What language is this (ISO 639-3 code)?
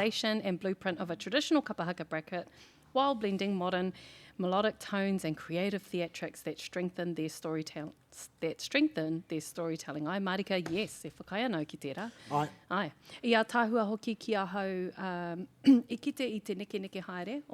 mri